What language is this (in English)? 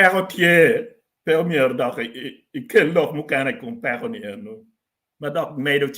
Acoli